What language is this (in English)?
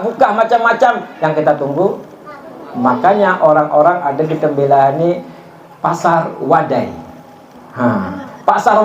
Banjar